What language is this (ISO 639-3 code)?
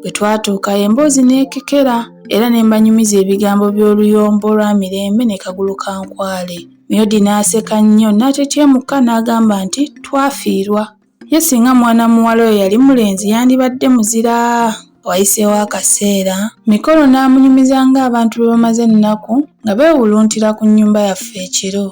lug